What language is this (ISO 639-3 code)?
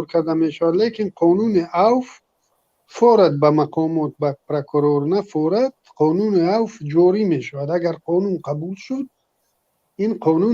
tgk